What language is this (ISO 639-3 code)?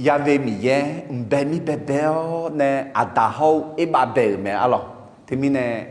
ahk